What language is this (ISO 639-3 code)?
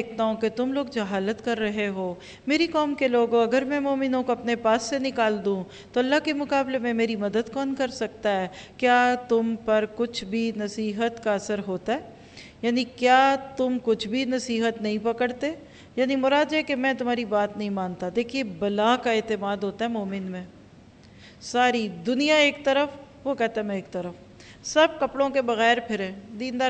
urd